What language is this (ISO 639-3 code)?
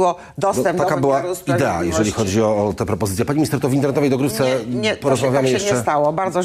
pol